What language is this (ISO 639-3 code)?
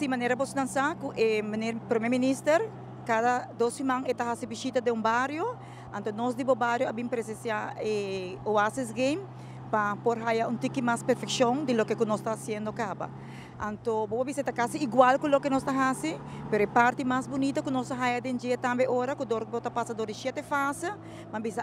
pap